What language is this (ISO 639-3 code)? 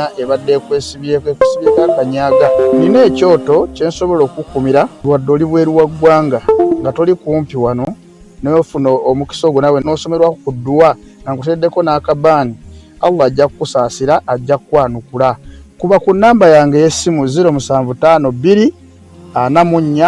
lug